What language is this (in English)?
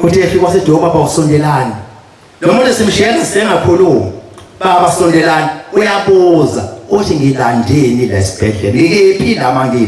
Zulu